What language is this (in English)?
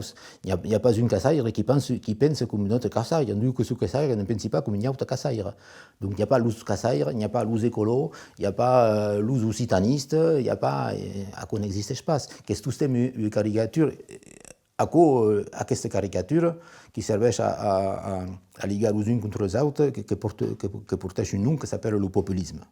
Occitan